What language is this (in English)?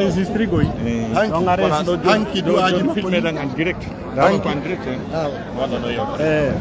Pular